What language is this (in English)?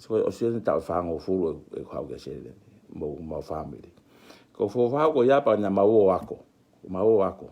Tongan